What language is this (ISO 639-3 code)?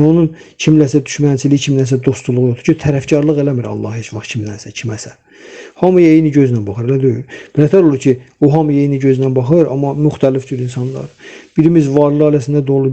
aze